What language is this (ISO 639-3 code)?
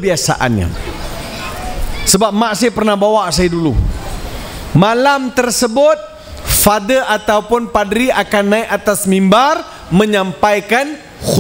msa